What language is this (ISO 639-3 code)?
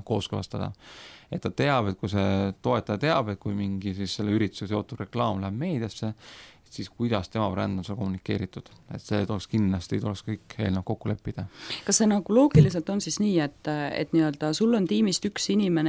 est